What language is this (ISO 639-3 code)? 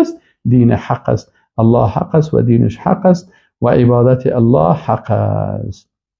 fas